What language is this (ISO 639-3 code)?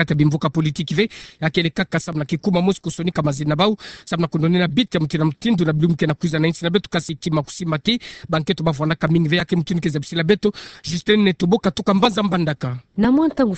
ktu